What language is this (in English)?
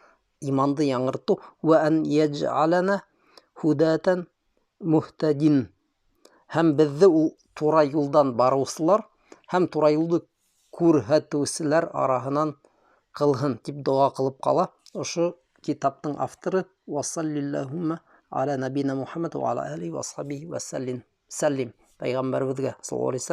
Bashkir